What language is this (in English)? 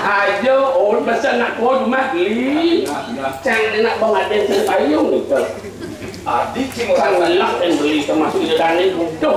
Balinese